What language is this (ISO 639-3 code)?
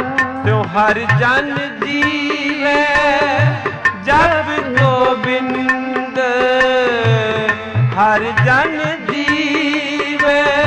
pan